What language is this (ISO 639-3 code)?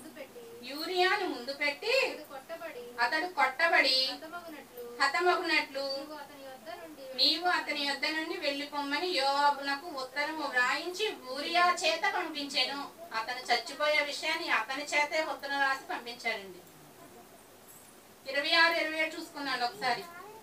tel